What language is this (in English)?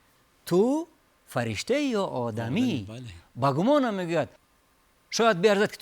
Tajik